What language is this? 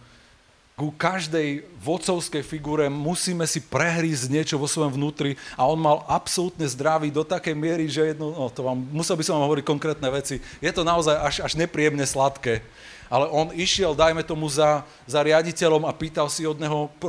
Slovak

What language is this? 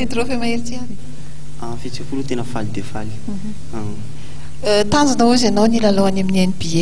Malagasy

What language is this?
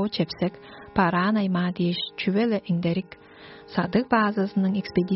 Tuvinian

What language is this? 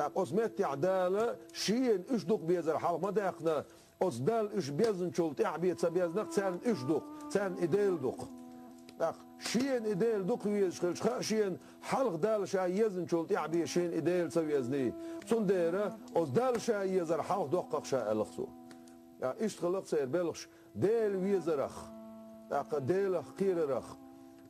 Chechen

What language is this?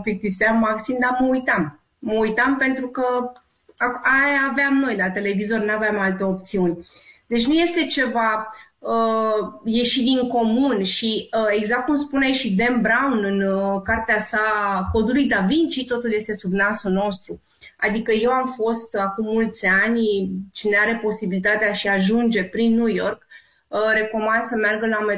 Romanian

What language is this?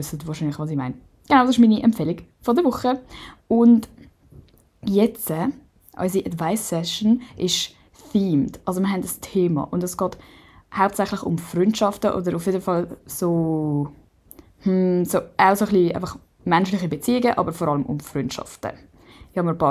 Swiss German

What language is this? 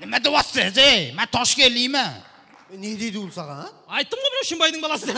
Kara-Kalpak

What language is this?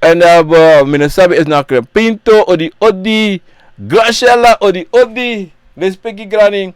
Sranan Tongo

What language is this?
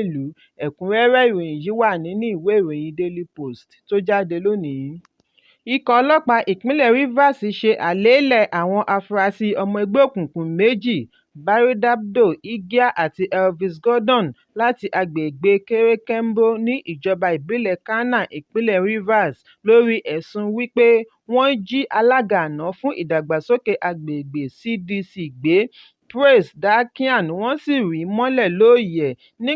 Yoruba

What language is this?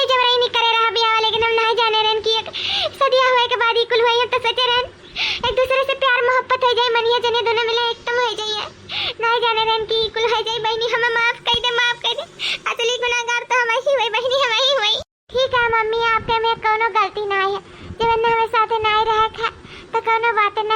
Awadhi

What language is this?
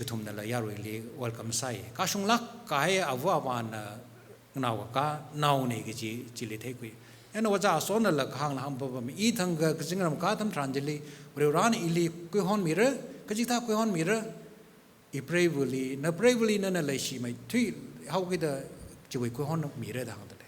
Tangkhul Naga (India)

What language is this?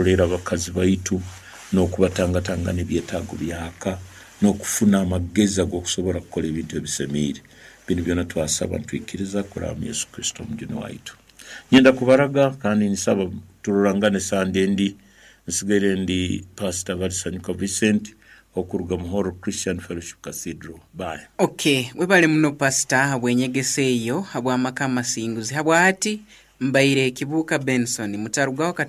Nyankole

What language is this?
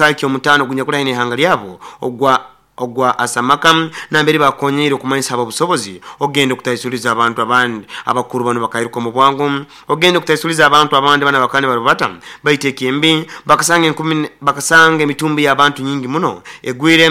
Nyoro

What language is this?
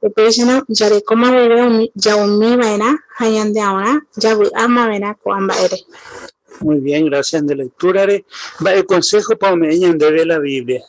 Guarani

